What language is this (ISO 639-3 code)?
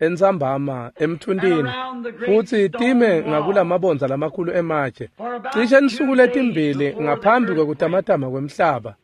ssw